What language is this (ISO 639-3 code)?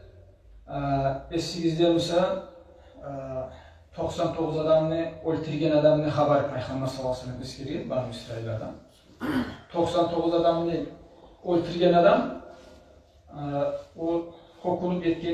kum